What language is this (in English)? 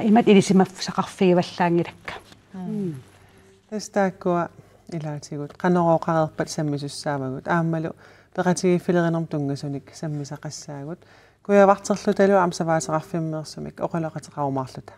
Kalaallisut